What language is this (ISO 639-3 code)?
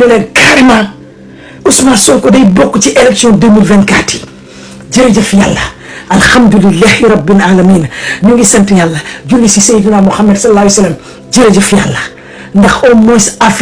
wol